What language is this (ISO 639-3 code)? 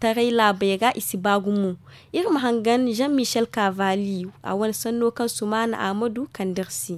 dje